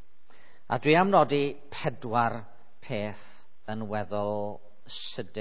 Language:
Welsh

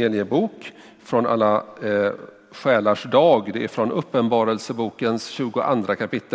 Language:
Swedish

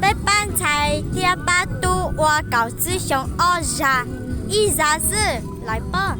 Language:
Hmong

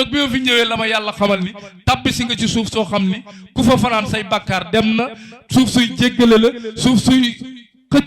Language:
Wolof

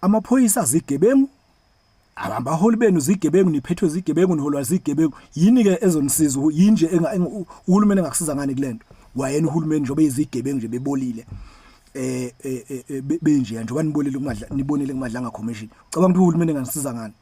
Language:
Zulu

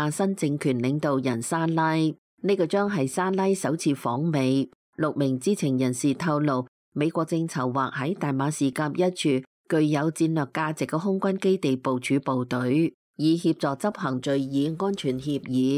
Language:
Cantonese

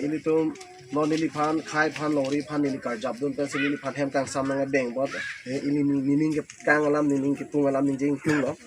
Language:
Karbi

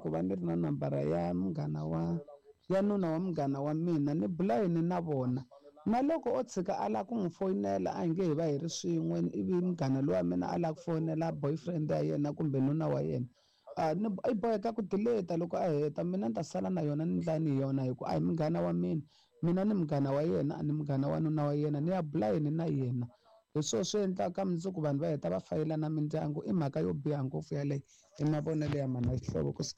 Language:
Tsonga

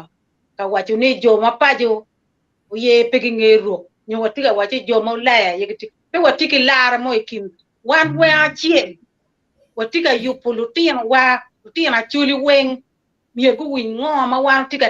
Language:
Acoli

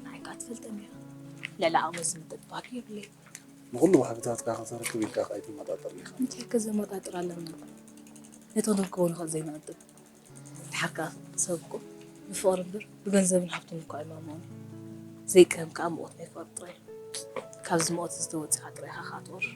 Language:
Tigrinya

